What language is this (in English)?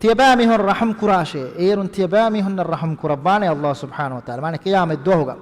Divehi